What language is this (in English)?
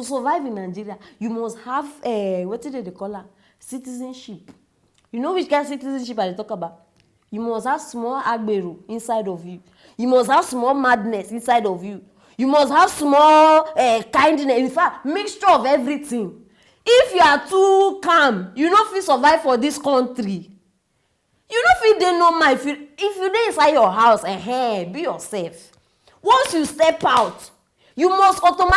Nigerian Pidgin